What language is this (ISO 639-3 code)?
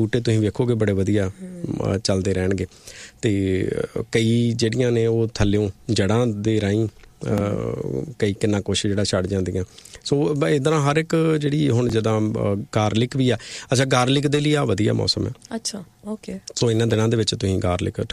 pan